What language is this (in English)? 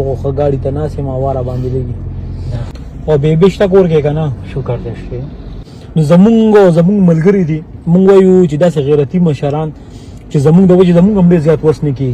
Pashto